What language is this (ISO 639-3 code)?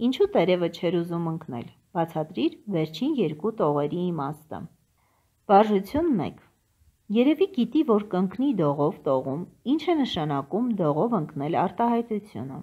hye